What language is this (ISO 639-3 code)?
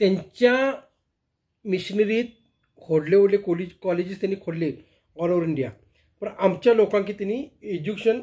kok